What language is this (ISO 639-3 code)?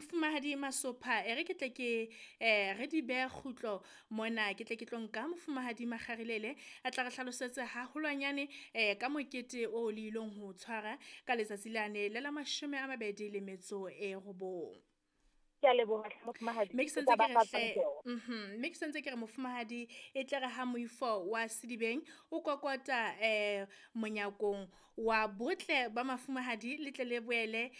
sot